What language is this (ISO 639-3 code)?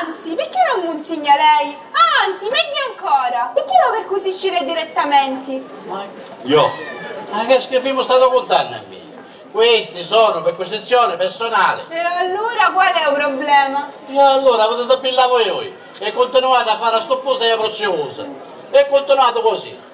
scn